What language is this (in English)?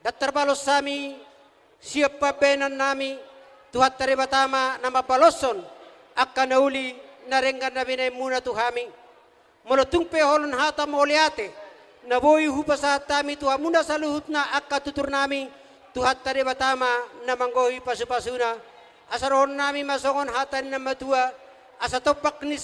Batak Toba